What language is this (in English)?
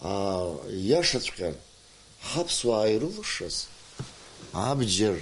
Abkhazian